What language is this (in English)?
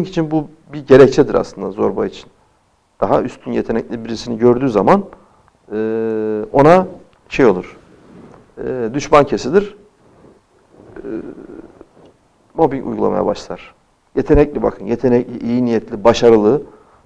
Turkish